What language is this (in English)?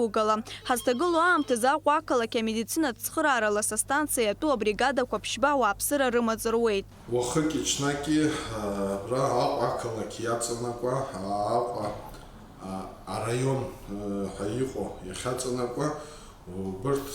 Abkhazian